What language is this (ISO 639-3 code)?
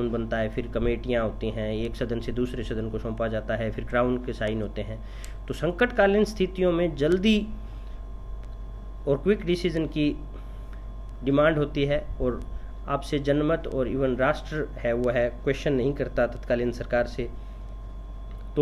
hin